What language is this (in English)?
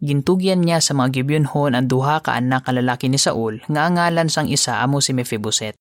Hiligaynon